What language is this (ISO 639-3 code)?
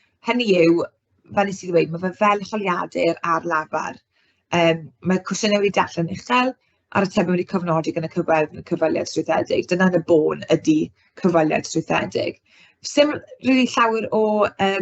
cym